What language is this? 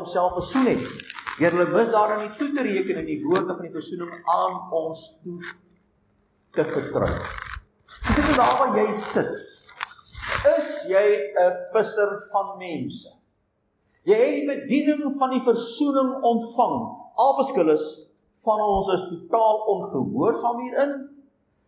Afrikaans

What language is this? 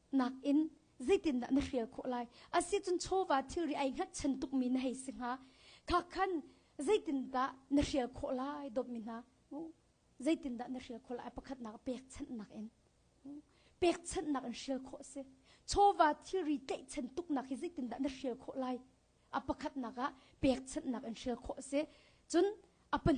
Hakha Chin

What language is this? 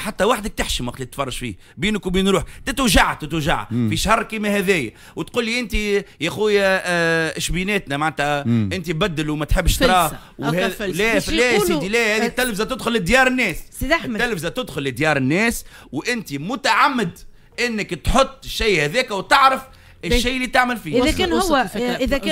Tunisian Arabic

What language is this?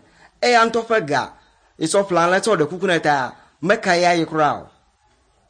Ewe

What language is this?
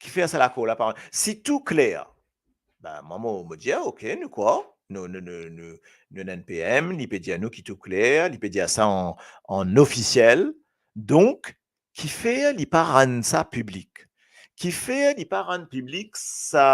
Morisyen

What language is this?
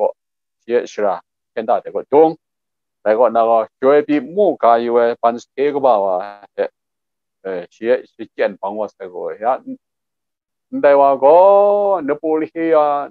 Kachin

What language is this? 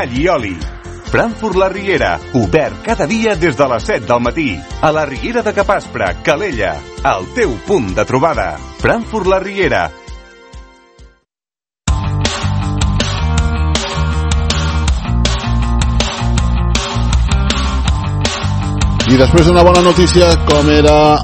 Catalan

